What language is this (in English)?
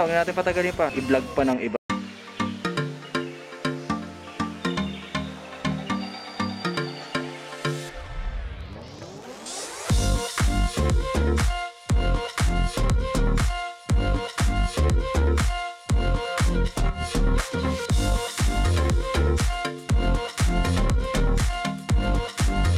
Filipino